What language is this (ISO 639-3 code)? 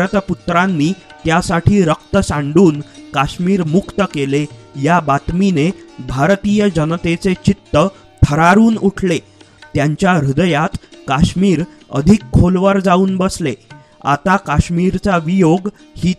mar